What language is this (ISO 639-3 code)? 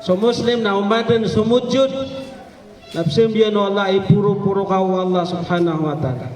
mrw